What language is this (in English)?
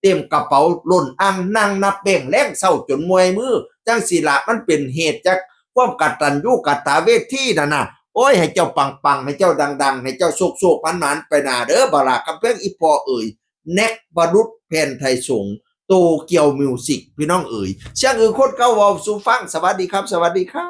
Northeastern Thai